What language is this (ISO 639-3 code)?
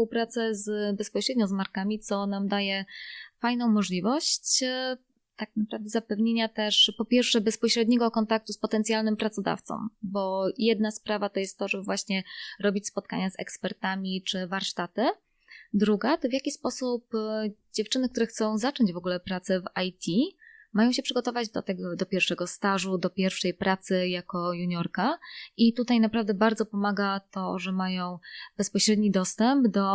pol